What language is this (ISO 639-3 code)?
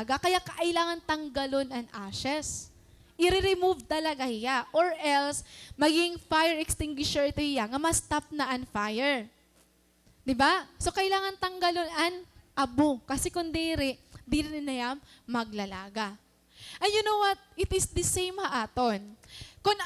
war